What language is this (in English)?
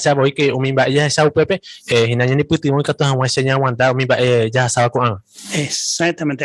Guarani